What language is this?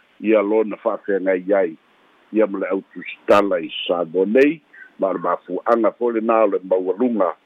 Samoan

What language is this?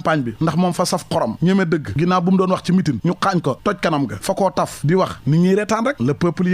Wolof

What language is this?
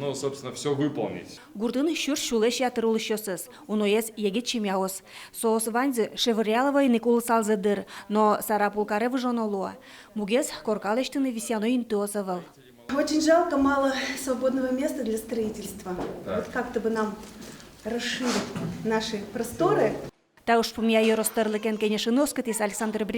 Udmurt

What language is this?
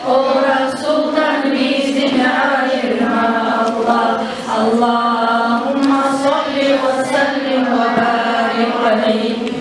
Kumyk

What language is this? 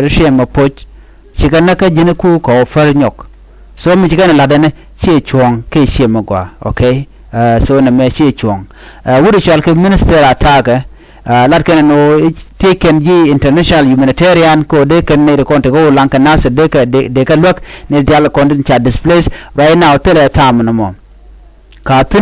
Nuer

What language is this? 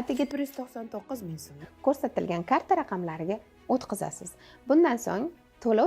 Uzbek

